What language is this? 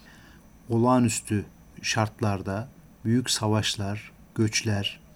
Turkish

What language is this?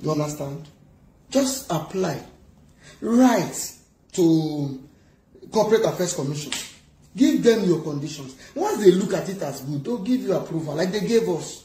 Nigerian Pidgin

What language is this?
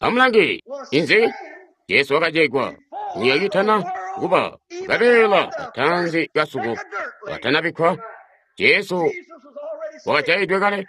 Tonga (Zambia)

